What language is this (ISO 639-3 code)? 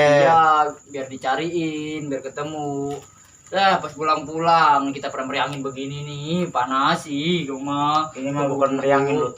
bew